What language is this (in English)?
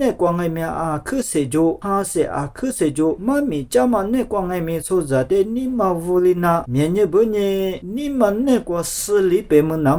Lisu